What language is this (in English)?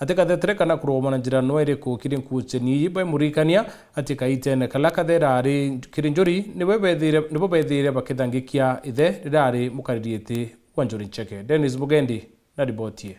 Meru